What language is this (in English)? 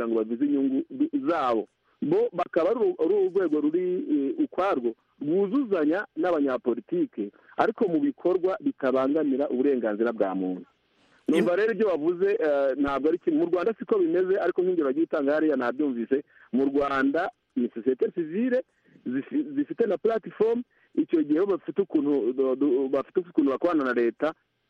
Kinyarwanda